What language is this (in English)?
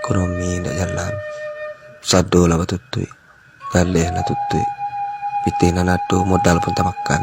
Minangkabau